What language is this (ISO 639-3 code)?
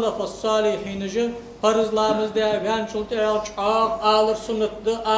inh